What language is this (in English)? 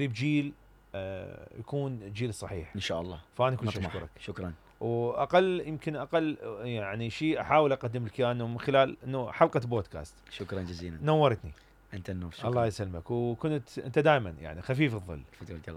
Mesopotamian Arabic